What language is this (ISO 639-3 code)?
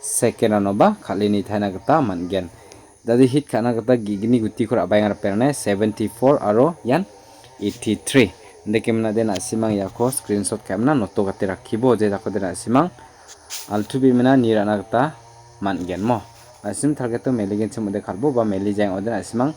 grt